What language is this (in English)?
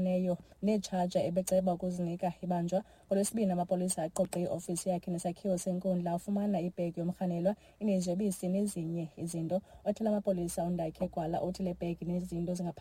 Xhosa